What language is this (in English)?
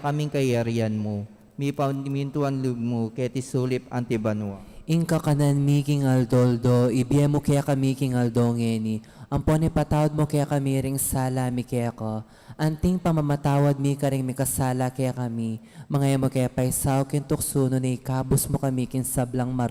Pampanga